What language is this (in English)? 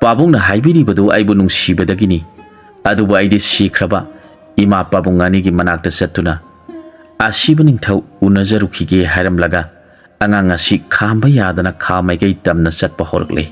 Manipuri